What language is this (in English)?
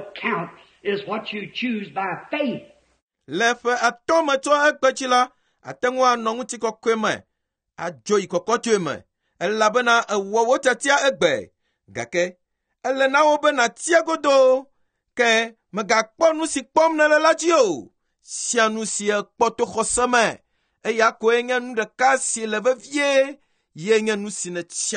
Ewe